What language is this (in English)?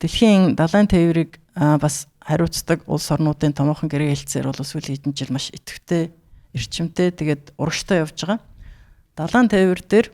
Mongolian